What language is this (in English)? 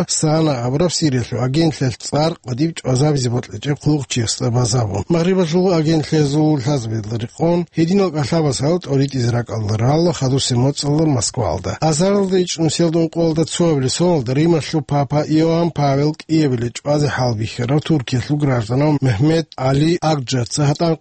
Avaric